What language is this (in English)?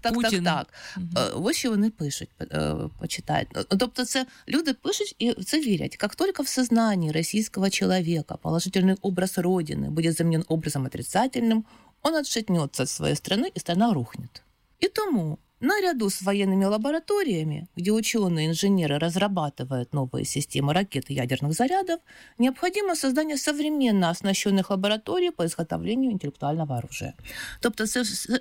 Ukrainian